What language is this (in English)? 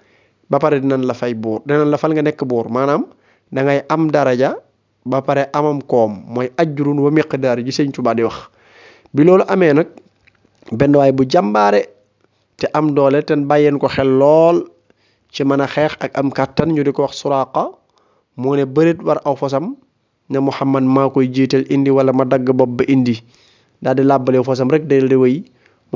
Wolof